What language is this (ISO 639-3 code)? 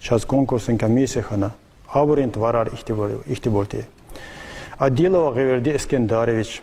lez